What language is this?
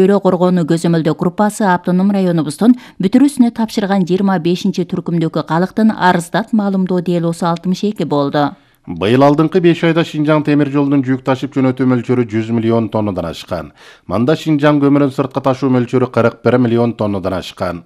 Kyrgyz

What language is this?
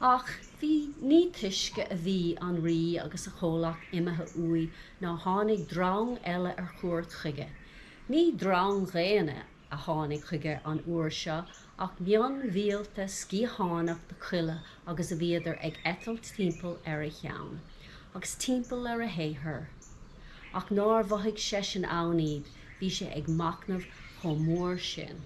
Irish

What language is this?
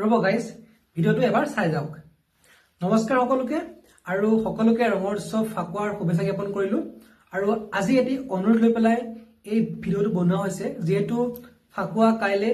Assamese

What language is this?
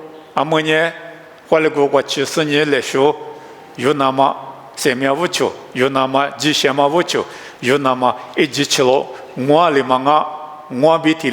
Lisu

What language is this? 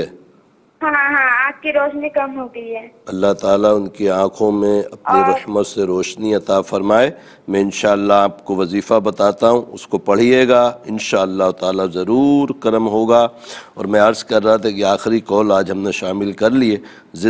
Urdu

